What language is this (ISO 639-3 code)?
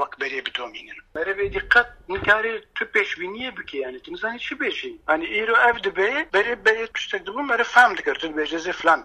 kur